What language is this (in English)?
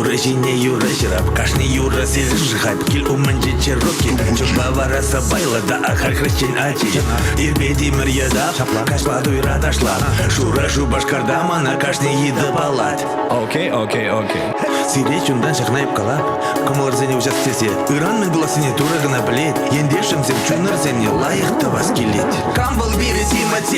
Chuvash